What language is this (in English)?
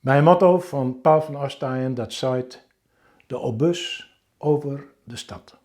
Western Frisian